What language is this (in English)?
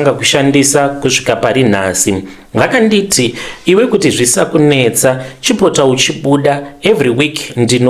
Shona